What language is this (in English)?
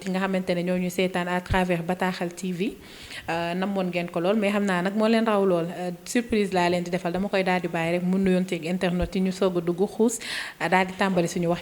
Wolof